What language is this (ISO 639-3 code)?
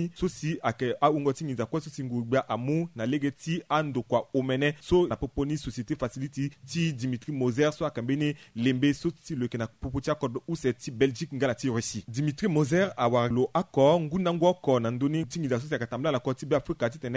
sag